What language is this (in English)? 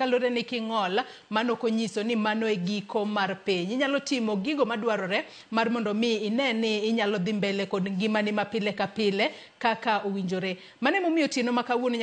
Luo (Kenya and Tanzania)